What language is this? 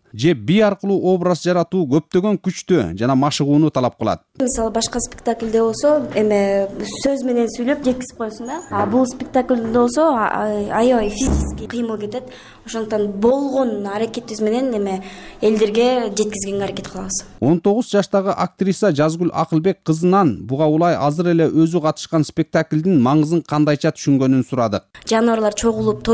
Kyrgyz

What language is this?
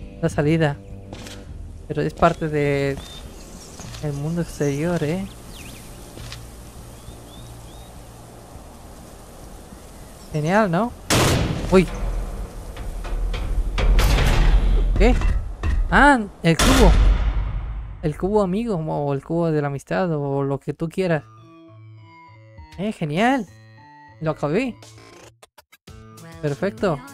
Spanish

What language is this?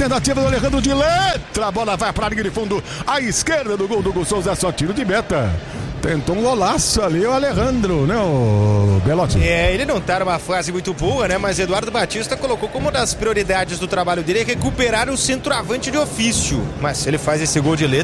Portuguese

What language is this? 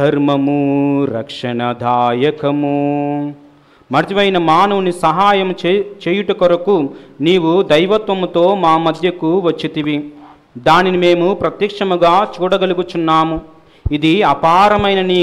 Telugu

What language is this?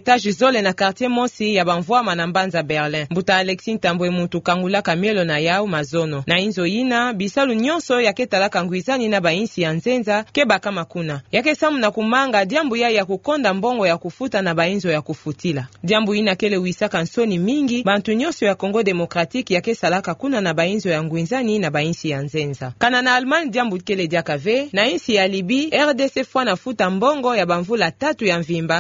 Kituba (Democratic Republic of Congo)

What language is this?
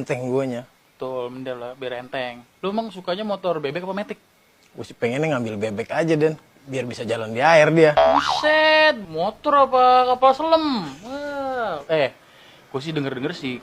Betawi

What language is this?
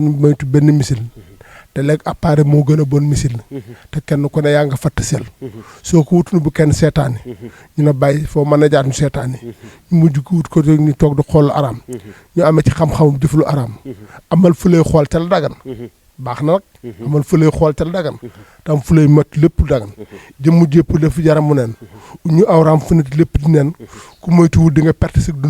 Wolof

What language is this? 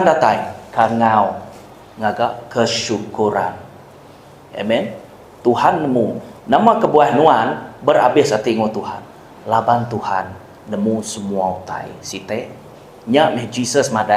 Iban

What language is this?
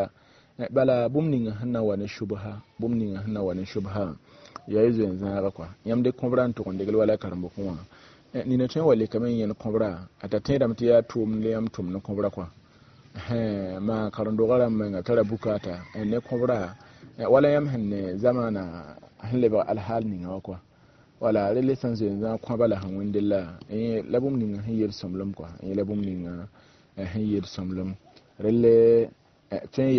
Mossi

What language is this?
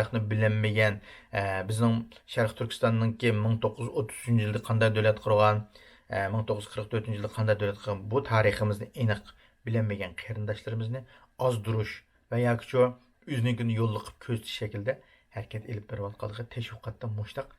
Uyghur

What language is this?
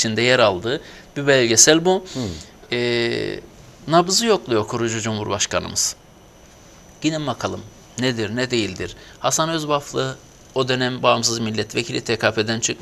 Turkish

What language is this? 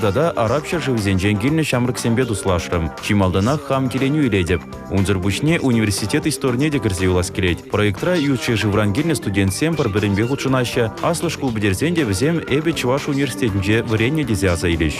Chuvash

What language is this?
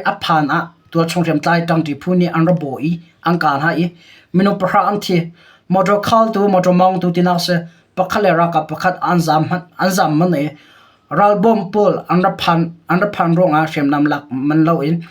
Hakha Chin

